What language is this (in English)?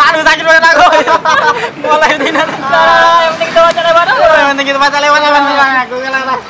Musi